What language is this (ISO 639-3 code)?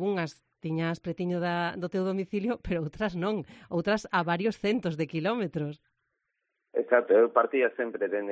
glg